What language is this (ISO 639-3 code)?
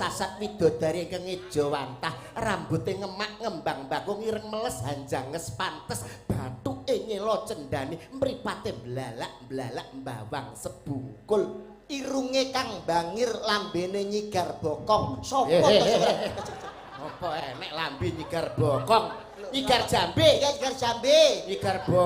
jav